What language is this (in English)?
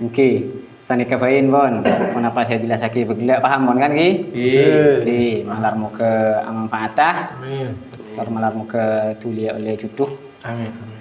Madurese